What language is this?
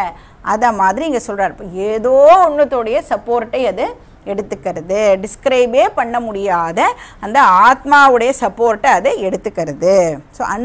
Tamil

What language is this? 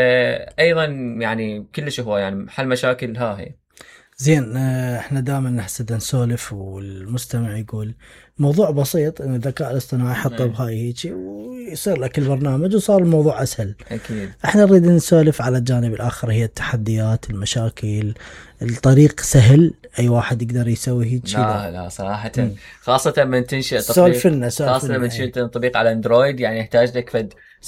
Mesopotamian Arabic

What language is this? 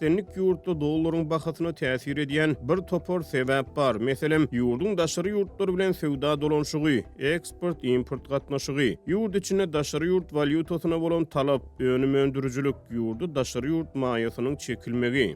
Turkmen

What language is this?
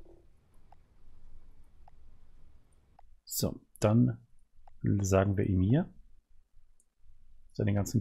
German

